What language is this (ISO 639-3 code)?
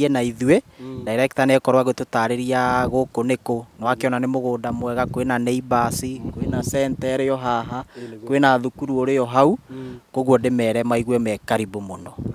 kik